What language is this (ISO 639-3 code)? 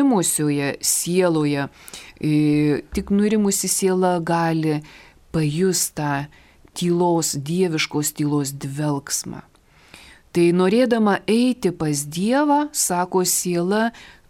lit